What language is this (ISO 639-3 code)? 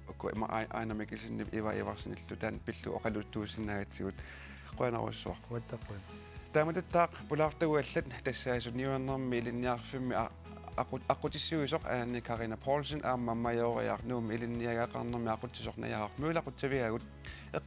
kal